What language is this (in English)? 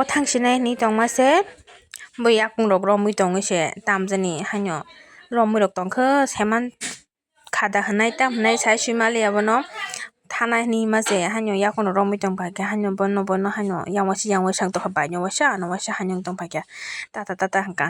Kok Borok